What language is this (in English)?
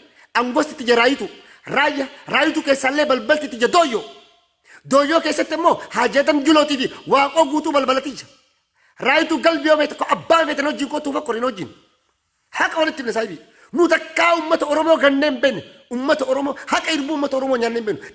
Oromo